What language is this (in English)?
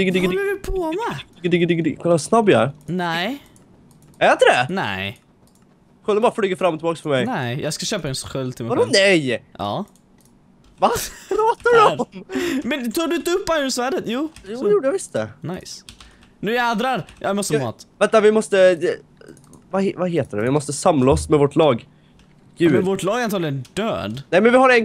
Swedish